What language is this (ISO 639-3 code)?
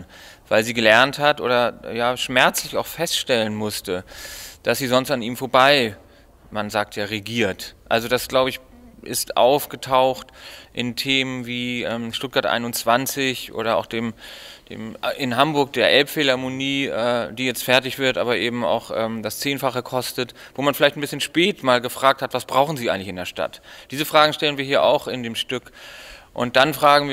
gsw